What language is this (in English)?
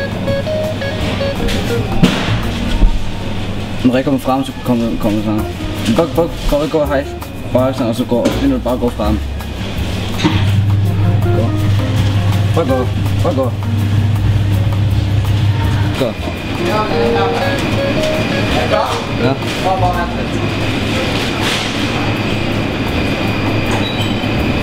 Norwegian